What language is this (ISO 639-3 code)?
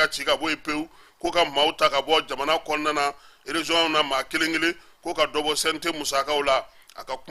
bam